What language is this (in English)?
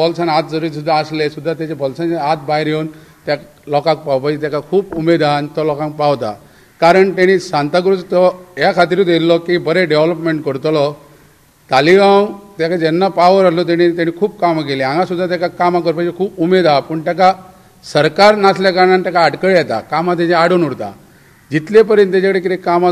Konkani